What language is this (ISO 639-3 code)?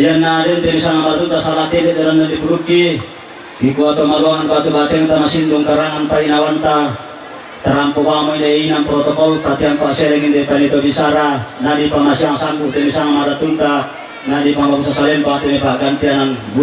sda